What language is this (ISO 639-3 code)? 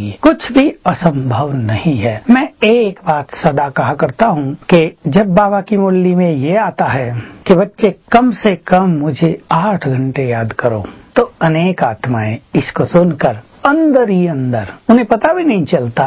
hin